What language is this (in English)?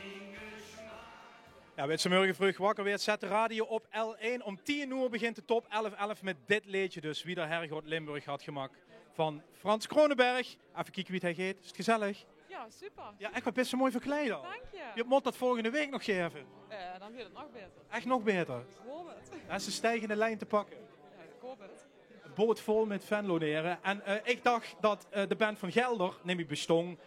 Limburgish